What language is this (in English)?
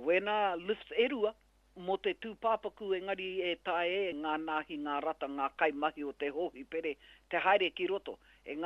Māori